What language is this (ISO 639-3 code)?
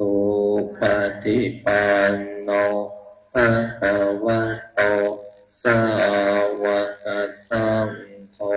pli